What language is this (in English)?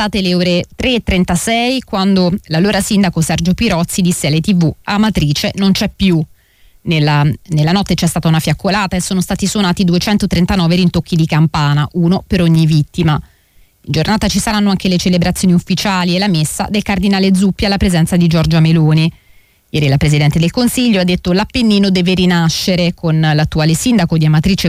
Italian